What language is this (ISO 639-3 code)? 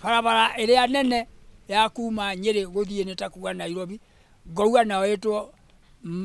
kik